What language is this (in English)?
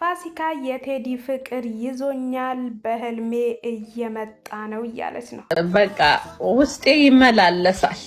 Amharic